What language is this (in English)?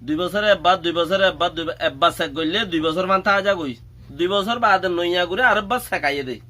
Rohingya